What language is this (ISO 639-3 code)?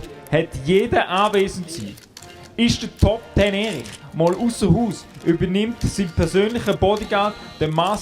gsw